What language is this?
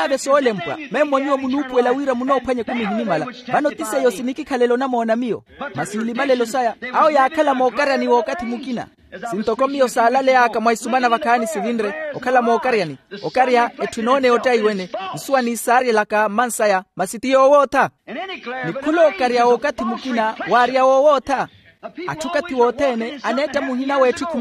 Makhuwa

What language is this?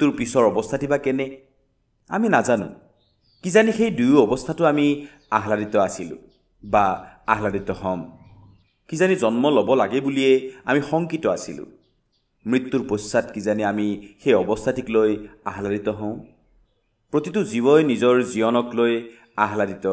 Assamese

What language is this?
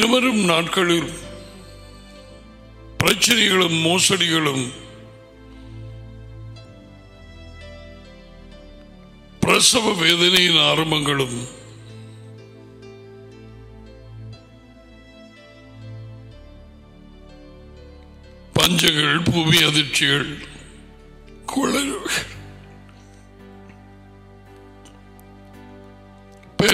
Tamil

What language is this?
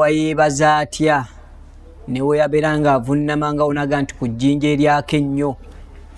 Ganda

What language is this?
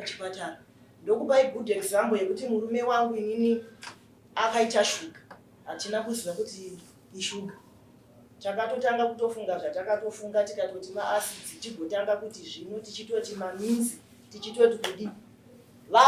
Shona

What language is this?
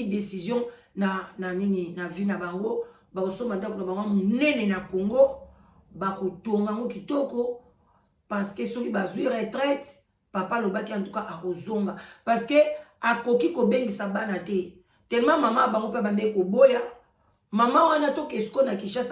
Lingala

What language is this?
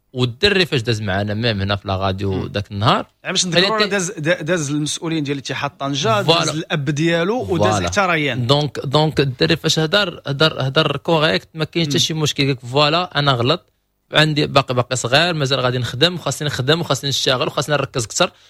Moroccan Arabic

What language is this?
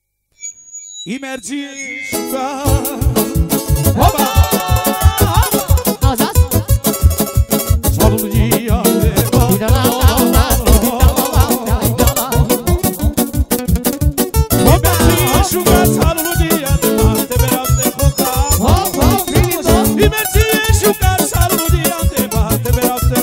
Romanian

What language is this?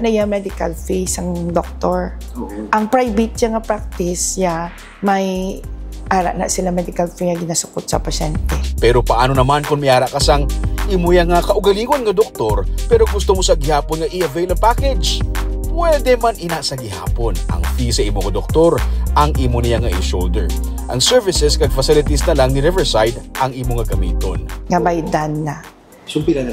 Hiligaynon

